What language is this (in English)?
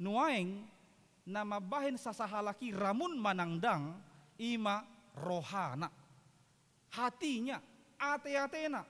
Batak Toba